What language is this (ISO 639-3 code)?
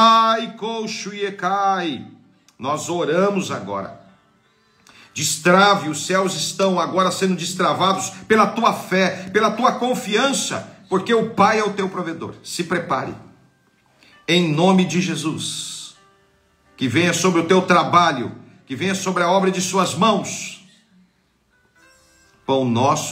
por